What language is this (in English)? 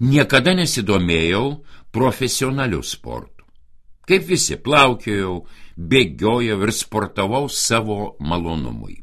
Lithuanian